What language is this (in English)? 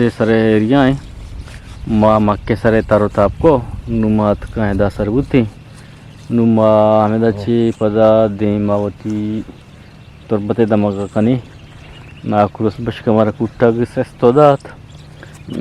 Eastern Balochi